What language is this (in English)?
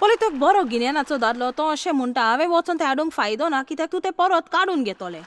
Konkani